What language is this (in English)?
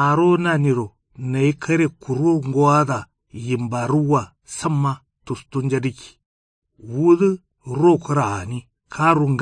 Kanuri